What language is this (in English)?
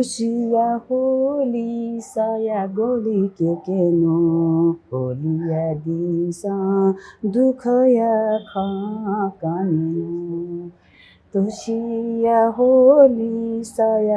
Newari